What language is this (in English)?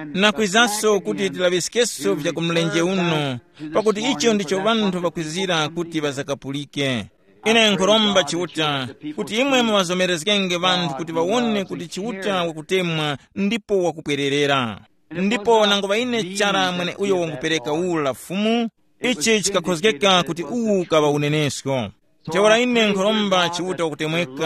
Tumbuka